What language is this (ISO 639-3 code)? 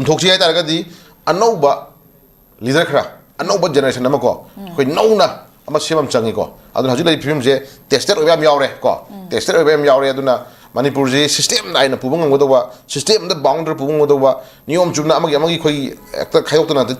mni